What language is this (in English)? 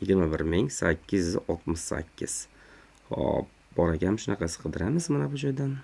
Uzbek